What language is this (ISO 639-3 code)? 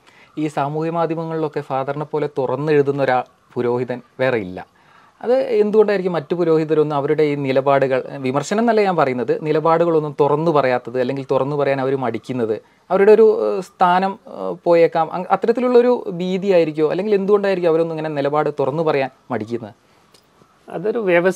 mal